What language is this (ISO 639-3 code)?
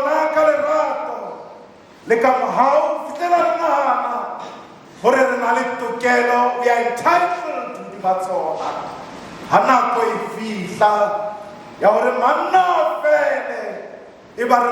sot